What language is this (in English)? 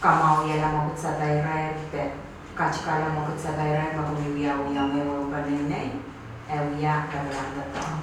Pohnpeian